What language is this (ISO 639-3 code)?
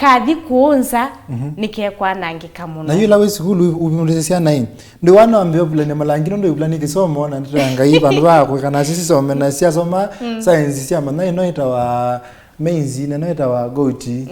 kam